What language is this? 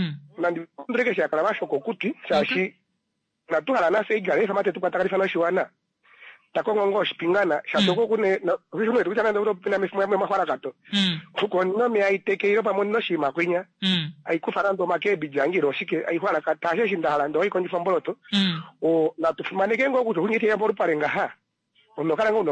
Kuanyama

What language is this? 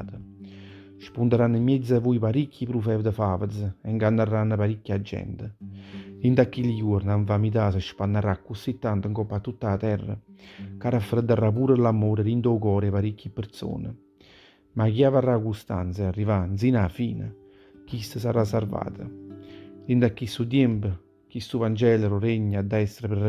Neapolitan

